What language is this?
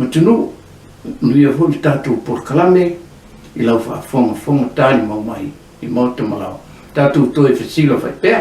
Samoan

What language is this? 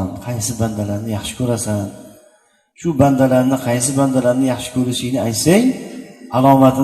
Uzbek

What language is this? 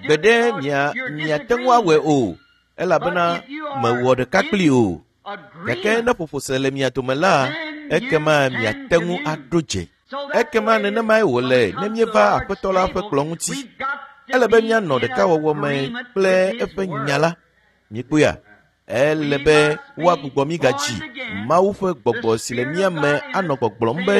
Ewe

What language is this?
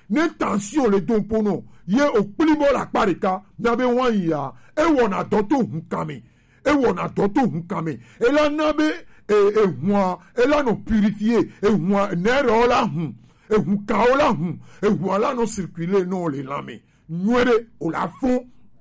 Gen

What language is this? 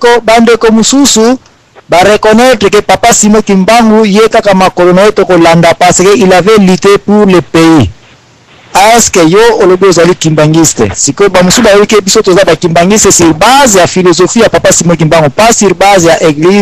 Lingala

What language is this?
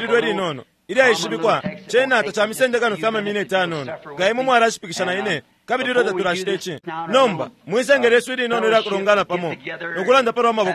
Bemba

